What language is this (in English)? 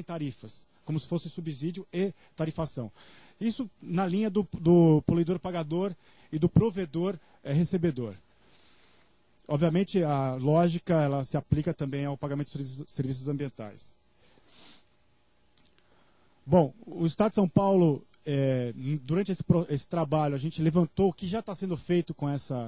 Portuguese